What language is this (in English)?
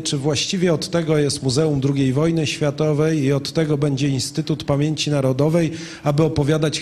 Polish